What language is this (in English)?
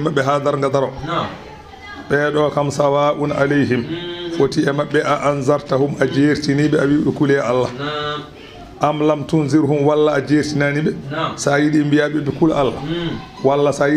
Fula